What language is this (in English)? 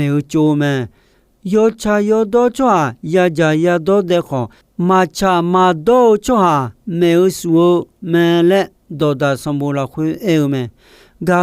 Akha